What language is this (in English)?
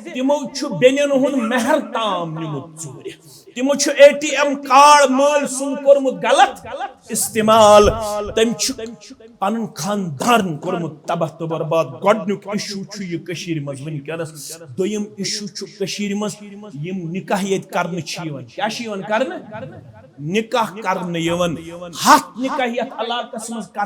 Kashmiri